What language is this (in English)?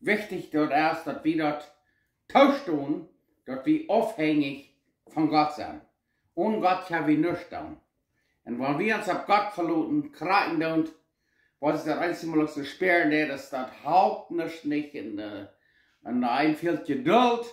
Plautdietsch